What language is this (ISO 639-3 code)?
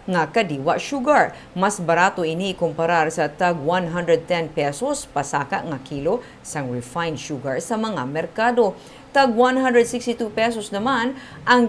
hil